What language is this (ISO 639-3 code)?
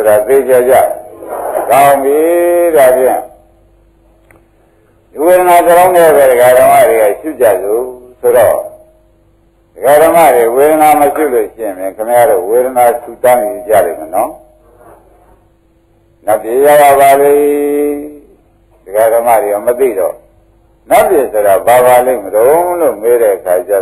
mya